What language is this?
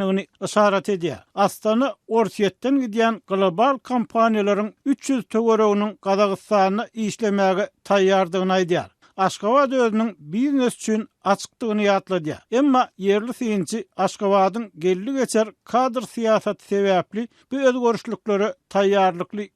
Turkmen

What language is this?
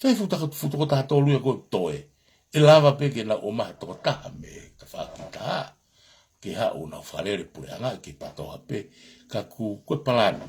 Tongan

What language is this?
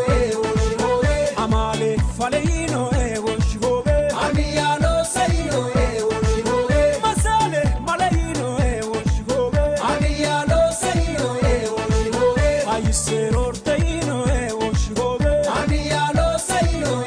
Sidamo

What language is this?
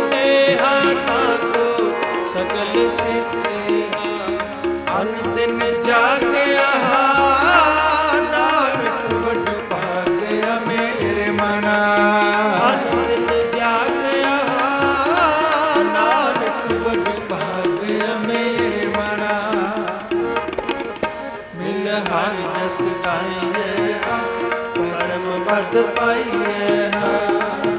Punjabi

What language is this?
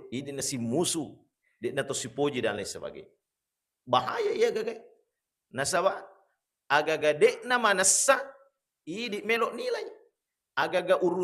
Buginese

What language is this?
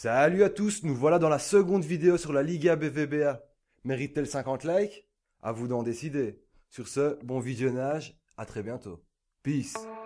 French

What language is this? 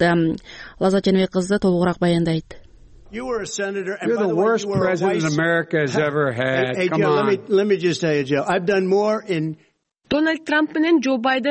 Kyrgyz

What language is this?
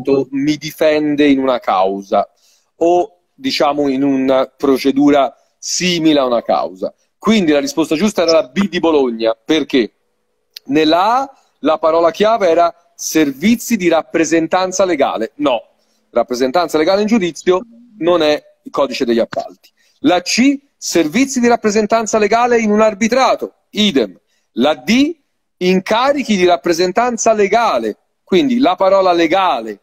Italian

